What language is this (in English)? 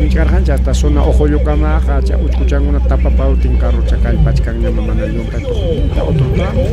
Ayacucho Quechua